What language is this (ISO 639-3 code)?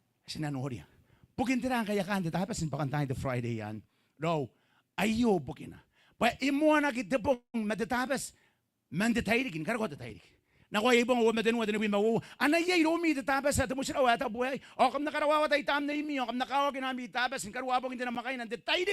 gil